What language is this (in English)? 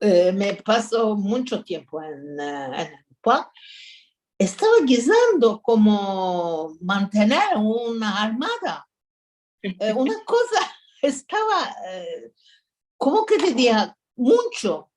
Ladino